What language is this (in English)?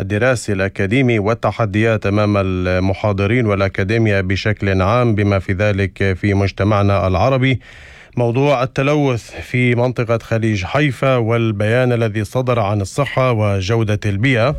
North Levantine Arabic